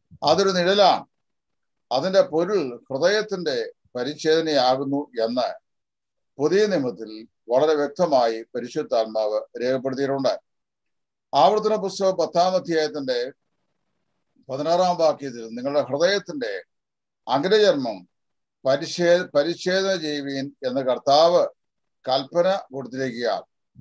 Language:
Malayalam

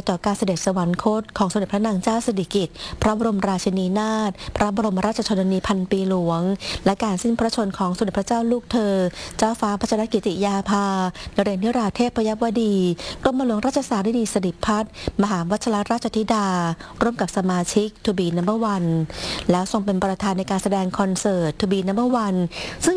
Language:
Thai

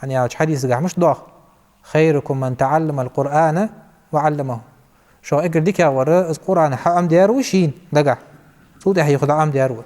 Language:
Ingush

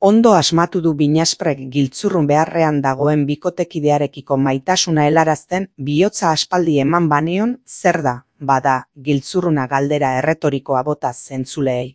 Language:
Basque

